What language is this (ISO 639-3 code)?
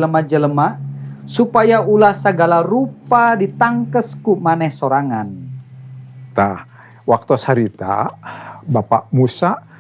sun